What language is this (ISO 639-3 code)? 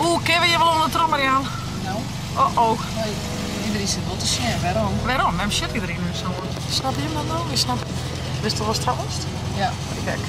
fry